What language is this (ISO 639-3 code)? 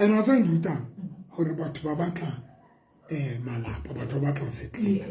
sot